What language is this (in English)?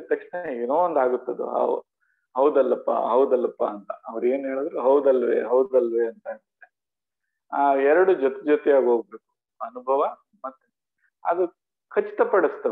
Kannada